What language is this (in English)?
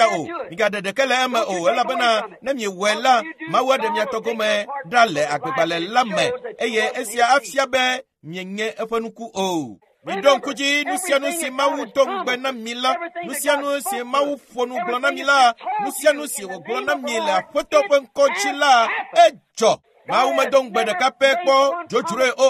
Ewe